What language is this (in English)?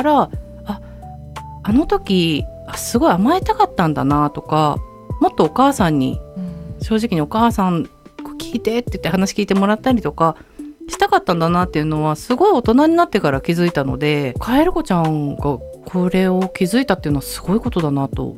Japanese